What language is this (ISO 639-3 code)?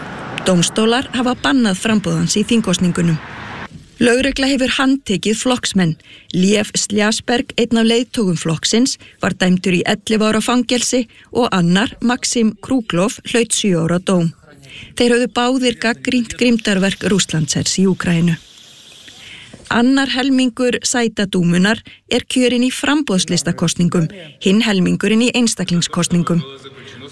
isl